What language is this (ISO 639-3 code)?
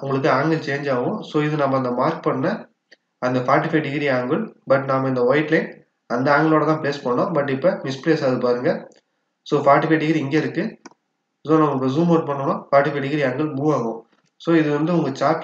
tam